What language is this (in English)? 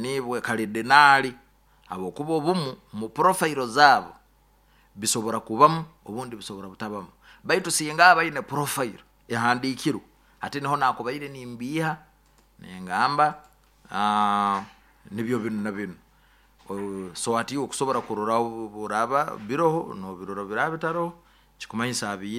Nyoro